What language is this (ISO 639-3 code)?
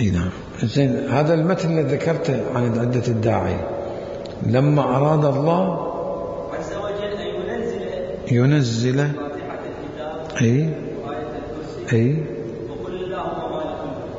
acm